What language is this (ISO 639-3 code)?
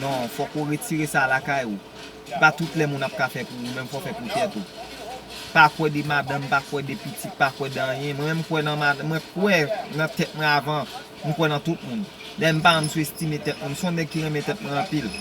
hat